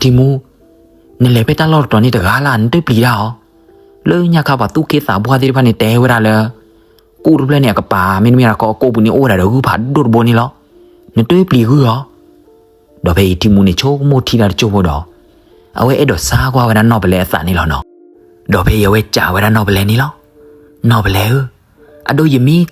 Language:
S'gaw Karen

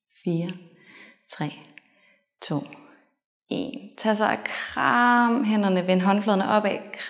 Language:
Danish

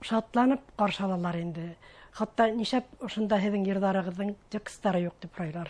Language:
Bashkir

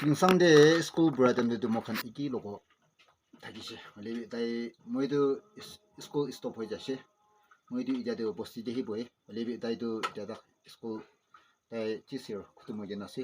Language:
Yimchungru Naga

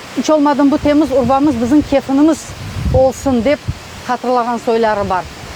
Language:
Crimean Tatar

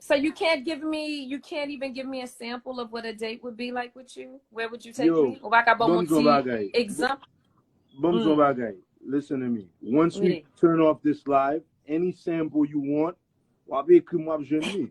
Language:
Haitian Creole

